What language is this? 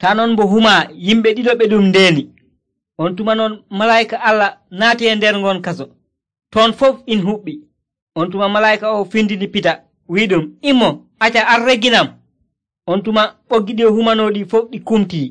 Nigerian Fulfulde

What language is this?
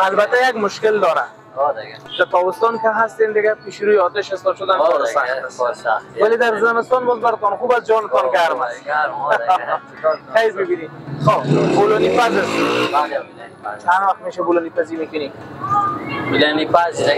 Persian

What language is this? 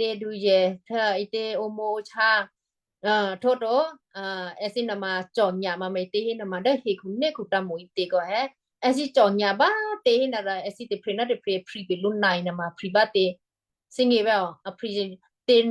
Western Kayah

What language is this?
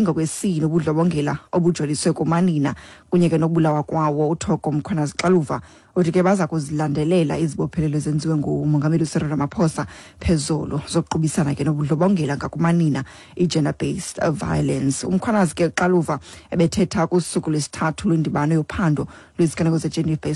Xhosa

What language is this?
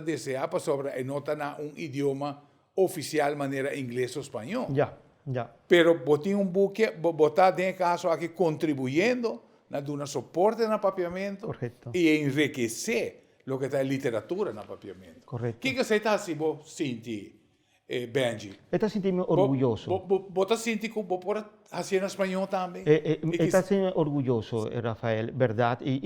Papiamento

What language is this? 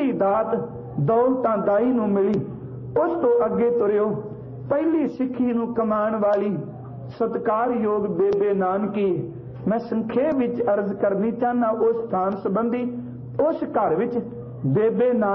Punjabi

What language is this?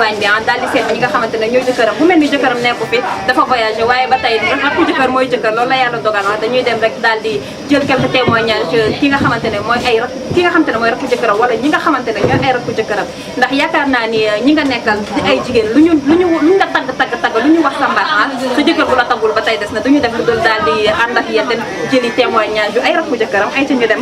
Wolof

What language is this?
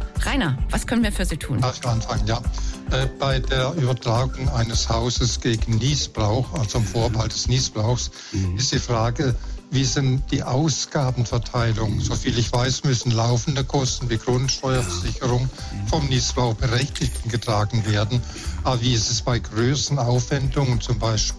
German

